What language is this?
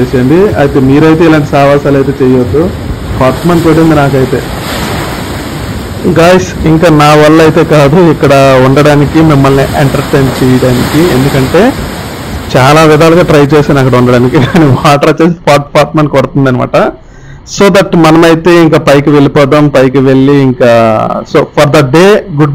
Telugu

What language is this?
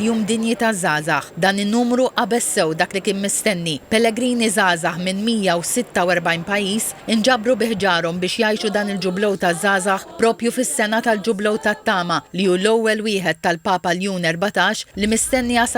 Maltese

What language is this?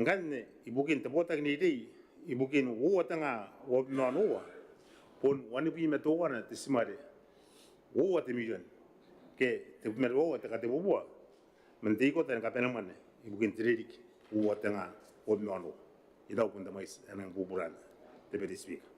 Gilbertese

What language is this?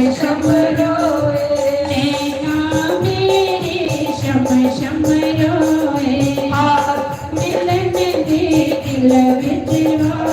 Dogri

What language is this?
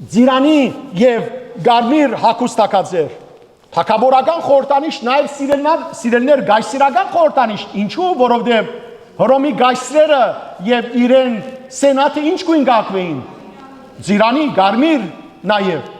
Western Armenian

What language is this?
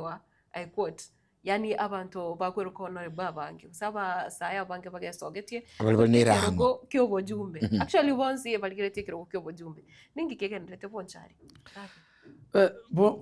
Gusii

